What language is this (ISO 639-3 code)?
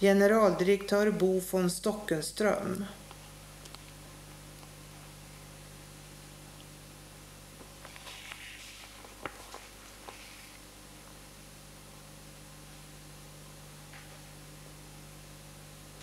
swe